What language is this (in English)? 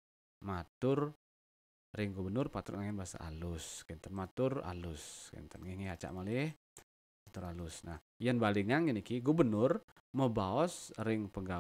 Balinese